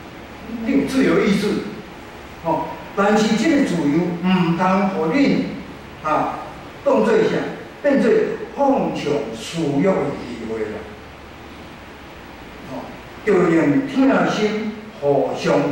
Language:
Min Nan Chinese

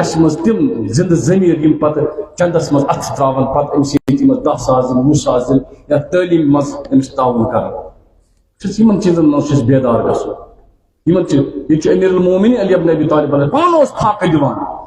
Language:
Kashmiri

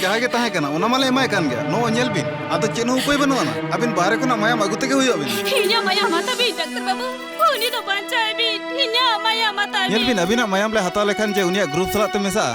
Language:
Santali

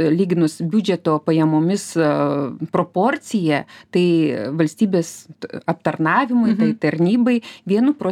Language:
Lithuanian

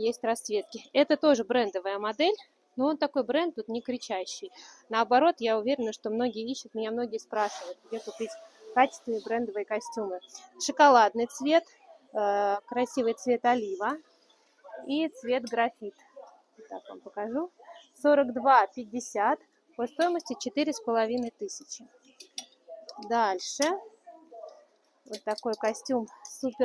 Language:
Russian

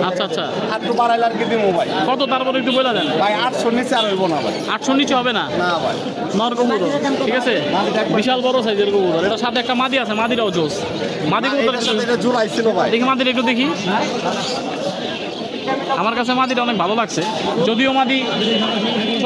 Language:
Bangla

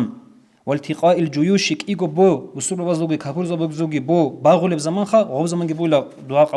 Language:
Avaric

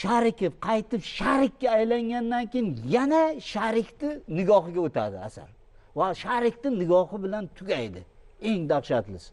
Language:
Uzbek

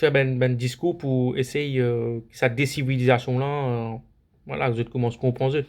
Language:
Morisyen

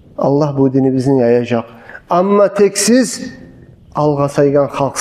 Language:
Kumyk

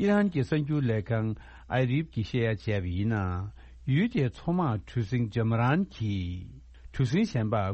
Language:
Tibetan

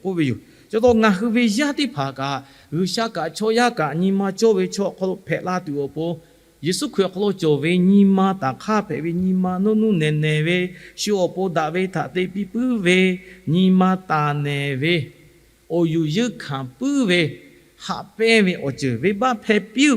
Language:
Lahu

